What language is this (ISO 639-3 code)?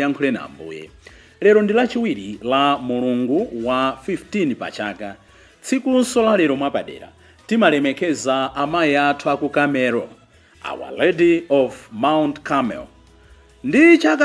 nya